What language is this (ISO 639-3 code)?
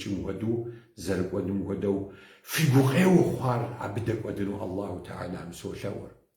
kbd